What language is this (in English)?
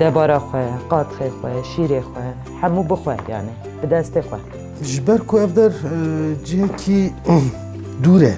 Kurdish